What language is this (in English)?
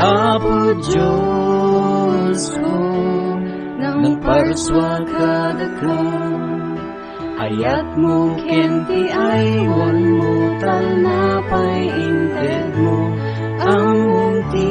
Iloko